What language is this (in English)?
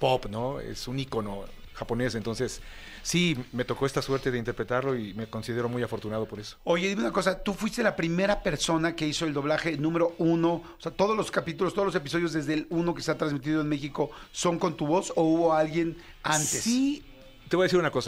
Spanish